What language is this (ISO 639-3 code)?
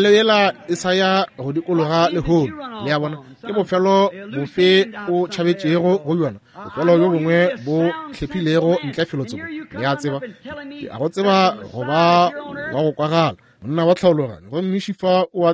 nso